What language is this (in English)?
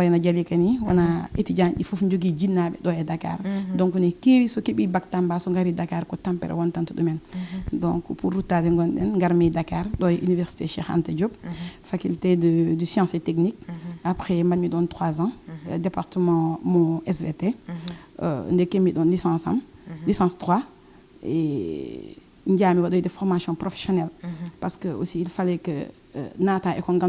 Fula